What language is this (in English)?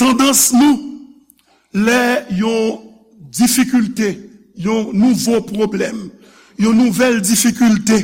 Haitian Creole